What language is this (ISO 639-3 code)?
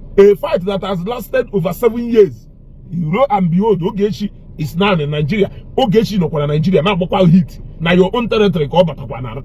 ibo